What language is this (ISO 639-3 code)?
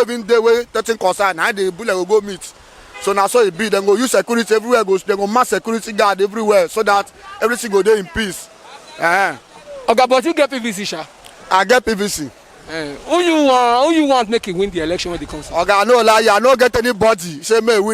pcm